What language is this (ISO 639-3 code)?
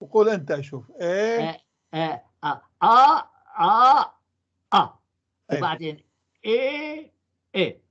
apc